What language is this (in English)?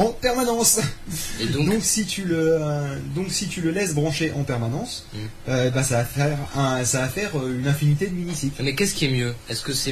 French